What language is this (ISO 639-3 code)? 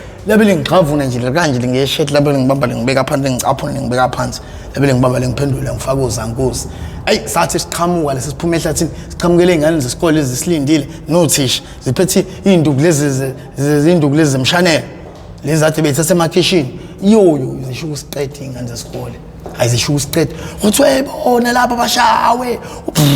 zul